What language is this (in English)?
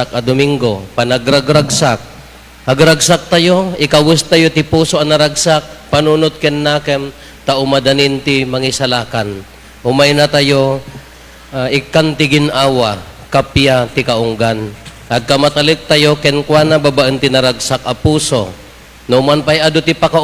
Iloko